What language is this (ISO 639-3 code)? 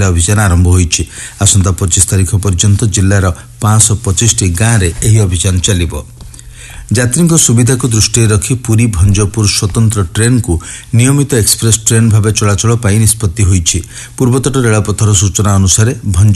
ori